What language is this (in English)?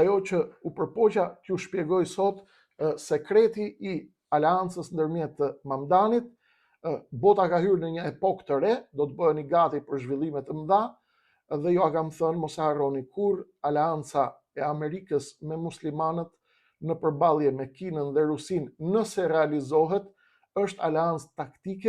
Albanian